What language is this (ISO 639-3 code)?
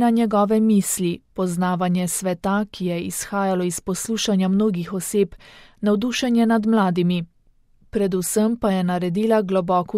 slv